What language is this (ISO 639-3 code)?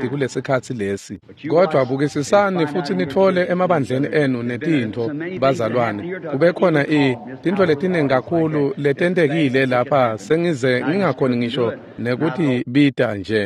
ssw